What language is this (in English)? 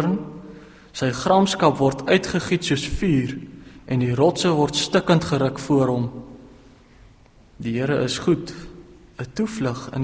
Afrikaans